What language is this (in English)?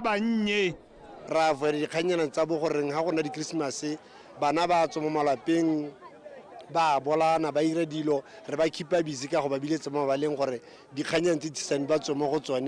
Tswana